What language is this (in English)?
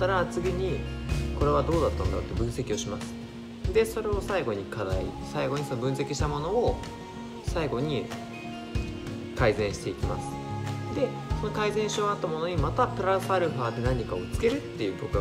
Japanese